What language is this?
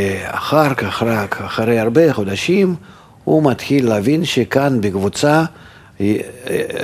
Hebrew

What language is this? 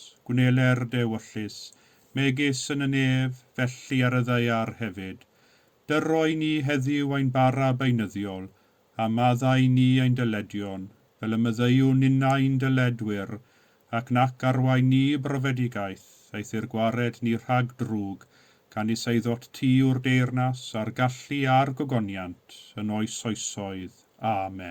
Welsh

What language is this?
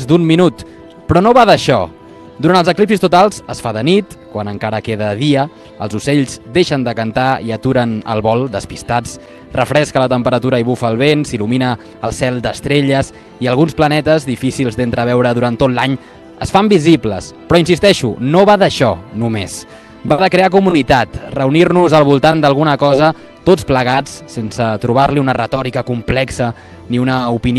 Catalan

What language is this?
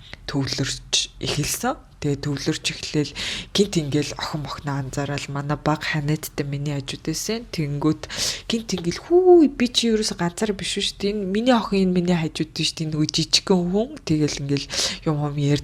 Mongolian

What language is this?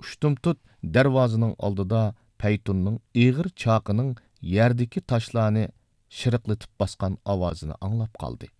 Uyghur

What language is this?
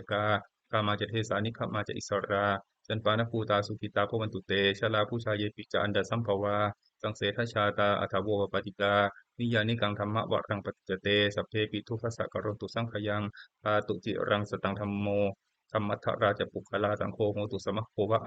Pali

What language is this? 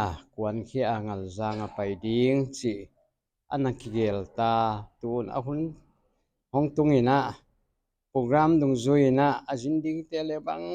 Paite Chin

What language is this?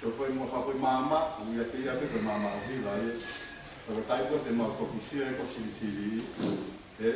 Tongan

